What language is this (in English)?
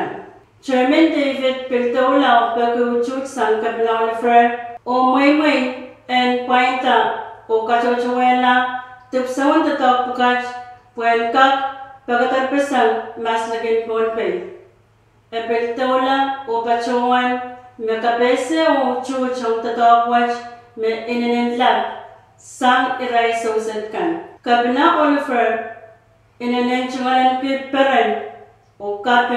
Pohnpeian